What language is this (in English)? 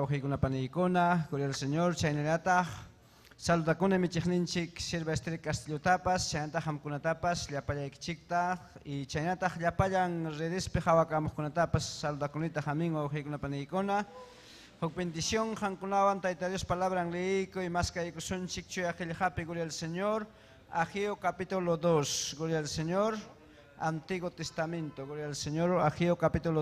Ayacucho Quechua